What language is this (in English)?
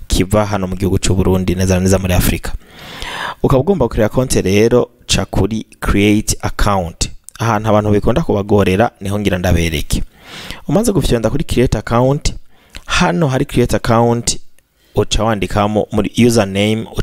Rundi